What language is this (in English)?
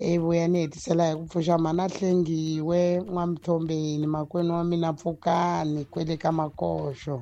Tsonga